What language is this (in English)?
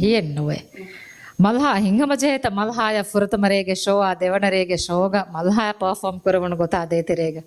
Divehi